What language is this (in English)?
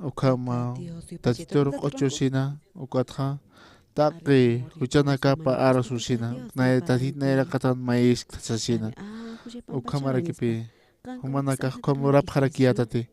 Aymara